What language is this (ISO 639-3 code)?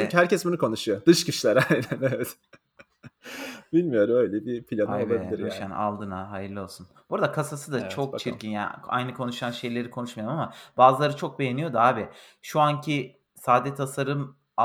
tur